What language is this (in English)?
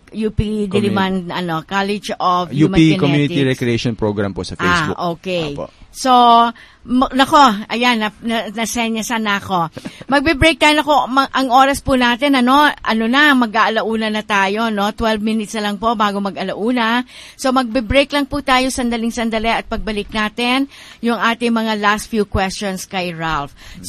Filipino